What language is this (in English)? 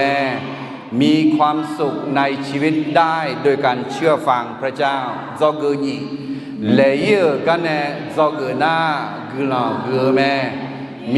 Akha